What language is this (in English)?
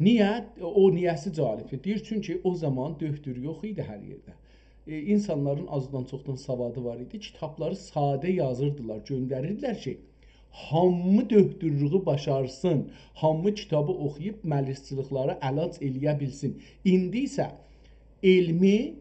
South Azerbaijani